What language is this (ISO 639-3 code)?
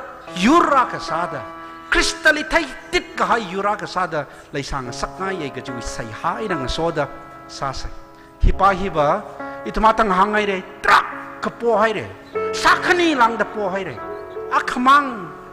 nmf